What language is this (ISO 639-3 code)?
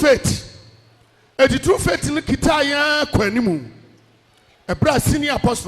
aka